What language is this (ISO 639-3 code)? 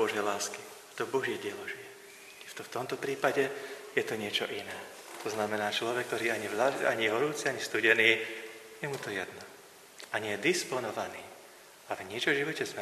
slk